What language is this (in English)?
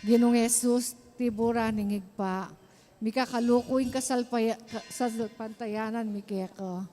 Pampanga